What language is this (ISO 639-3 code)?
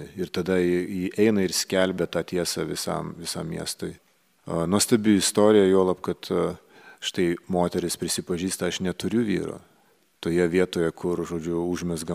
lit